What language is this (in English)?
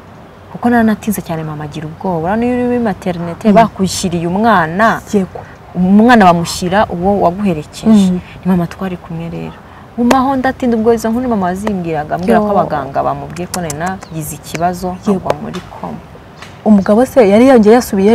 Kinyarwanda